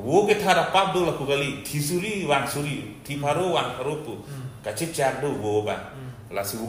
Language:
Karbi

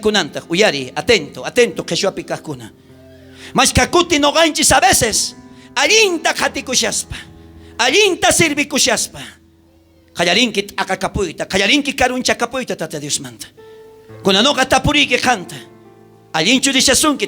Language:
South Bolivian Quechua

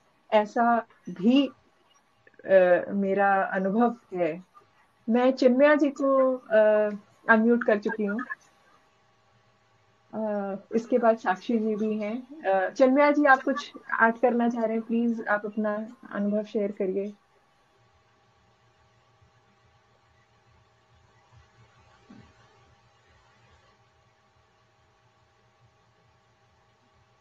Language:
Hindi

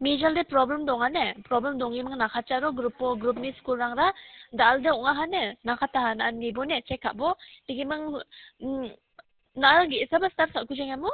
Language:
Garo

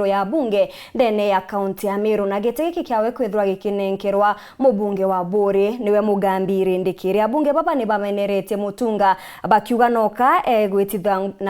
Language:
Meru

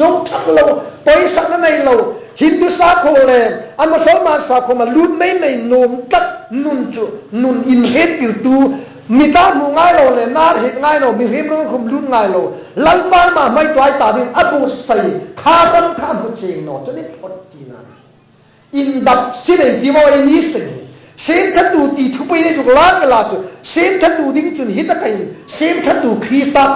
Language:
Hmar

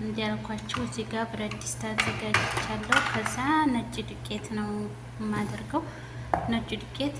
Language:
Amharic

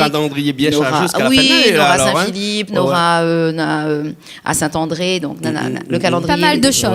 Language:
Réunion Creole French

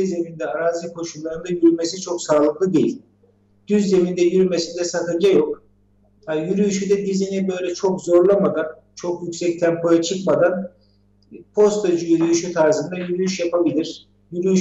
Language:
Turkish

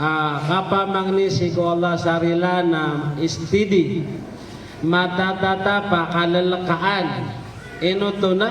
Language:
Maranao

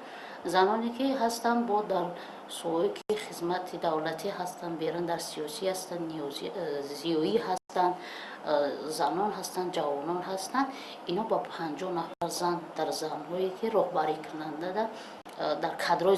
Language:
Tajik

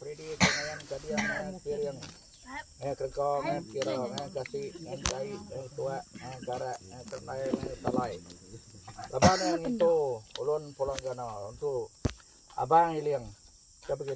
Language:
Iban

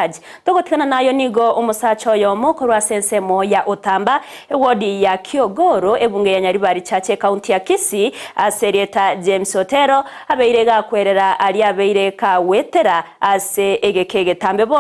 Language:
Gusii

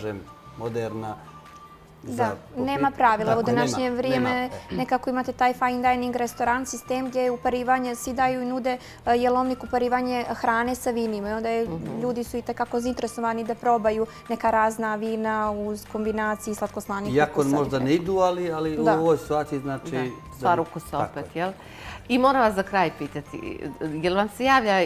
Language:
Bosnian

